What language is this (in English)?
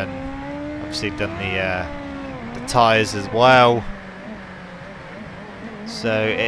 English